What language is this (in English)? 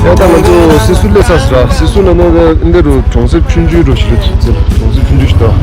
Tibetan